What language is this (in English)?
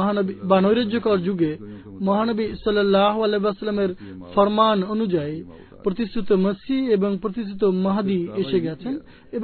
Bangla